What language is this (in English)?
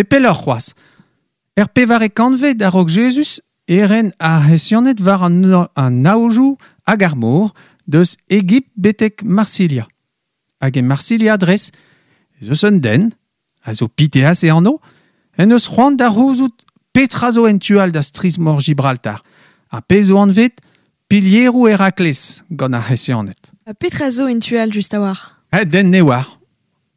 Breton